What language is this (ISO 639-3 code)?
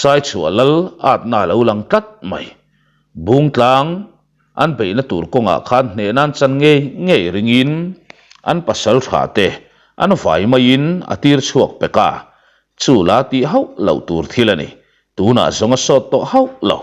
lus